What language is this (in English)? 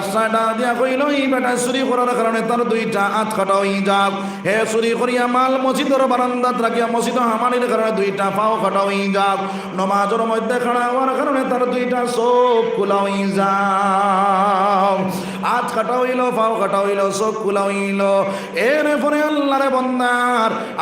Sylheti